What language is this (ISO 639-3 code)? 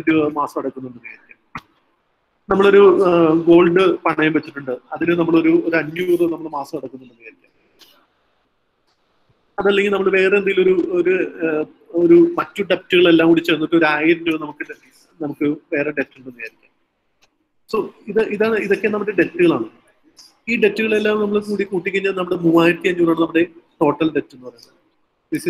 mal